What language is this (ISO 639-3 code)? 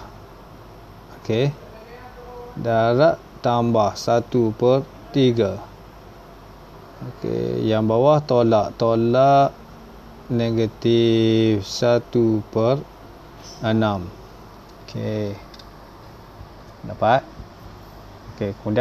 msa